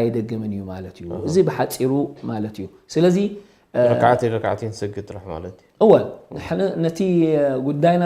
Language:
Tigrinya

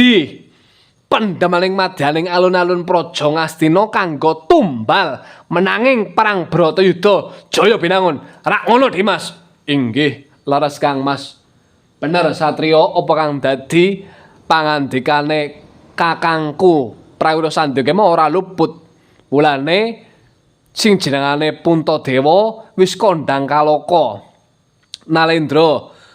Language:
Javanese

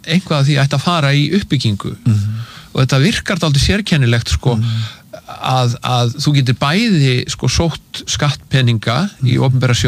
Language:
Icelandic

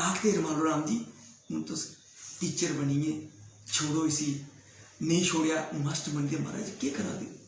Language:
Dogri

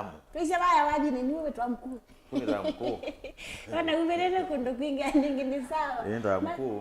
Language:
Kamba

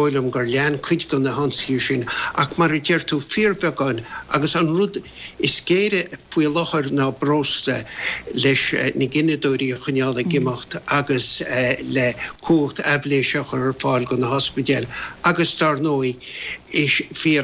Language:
Irish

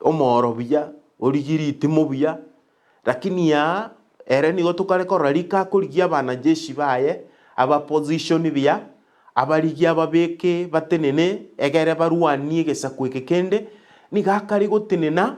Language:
Gusii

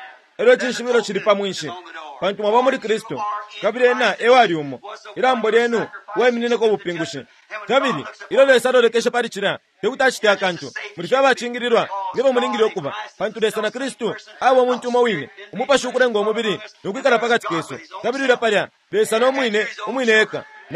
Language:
Bemba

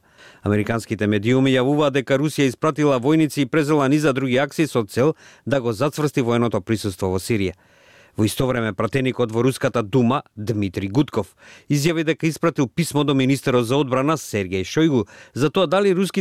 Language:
Macedonian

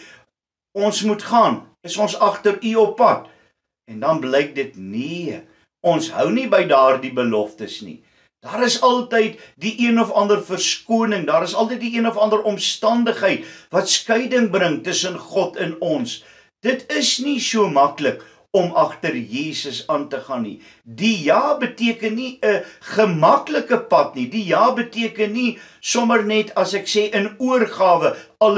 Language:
Afrikaans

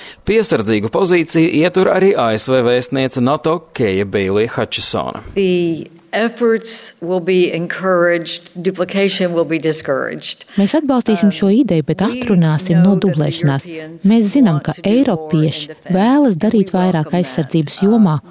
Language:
Latvian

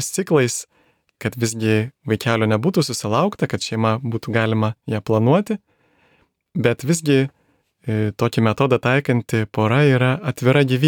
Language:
Lithuanian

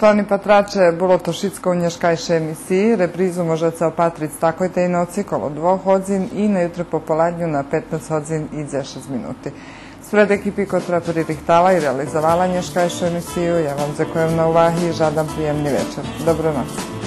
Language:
Rusyn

